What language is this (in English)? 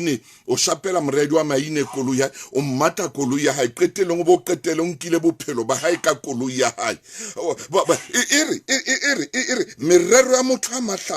Southern Sotho